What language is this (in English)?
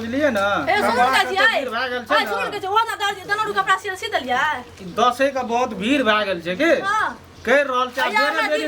Maithili